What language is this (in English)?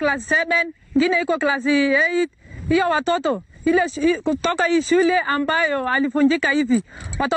Swahili